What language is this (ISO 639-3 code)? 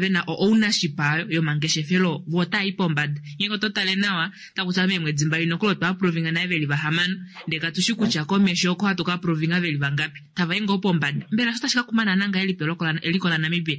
kua